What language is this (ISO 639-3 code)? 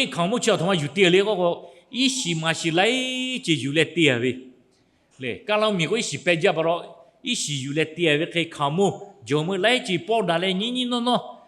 lhu